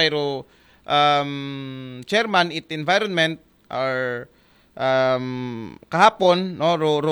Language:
Aklanon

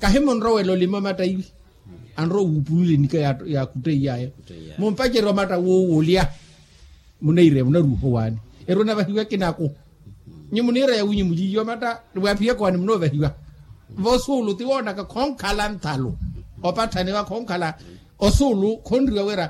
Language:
Makhuwa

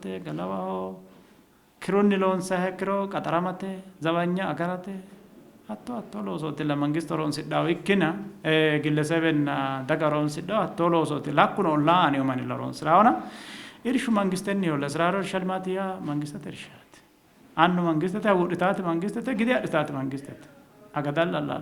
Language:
Sidamo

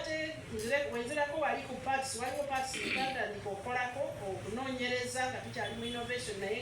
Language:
Ganda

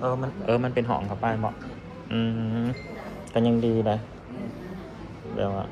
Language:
Northeastern Thai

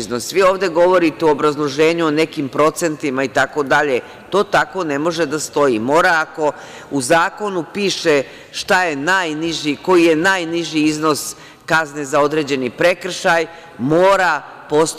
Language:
Serbian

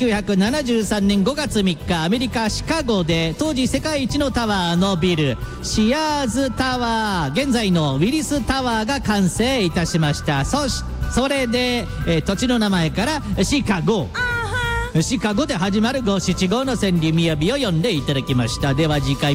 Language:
Japanese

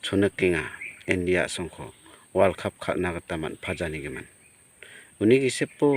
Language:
Garo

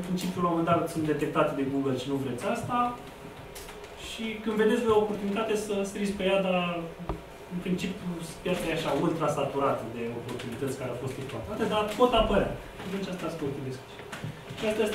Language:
Romanian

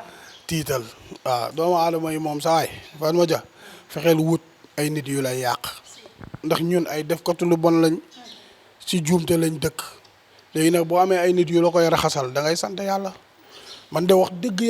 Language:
Wolof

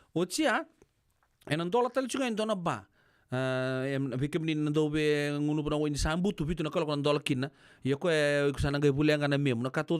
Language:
Fijian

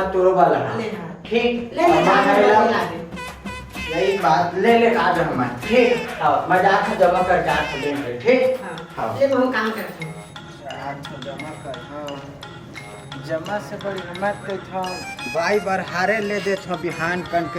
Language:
Chhattisgarhi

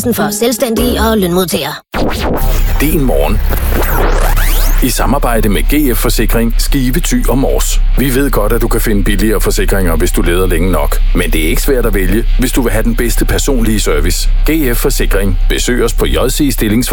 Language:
Danish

